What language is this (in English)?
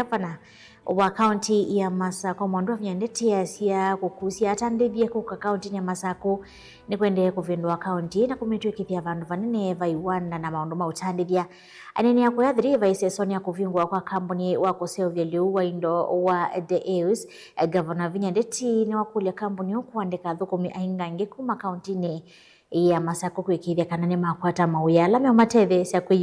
Kamba